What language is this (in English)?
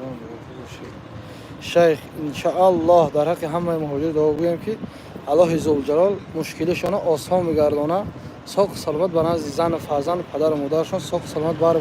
Tajik